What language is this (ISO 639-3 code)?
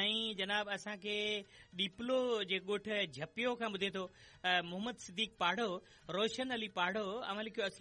snd